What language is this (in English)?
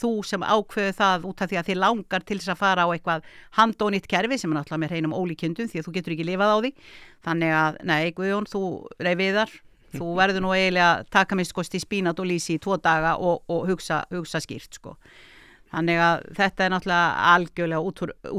Icelandic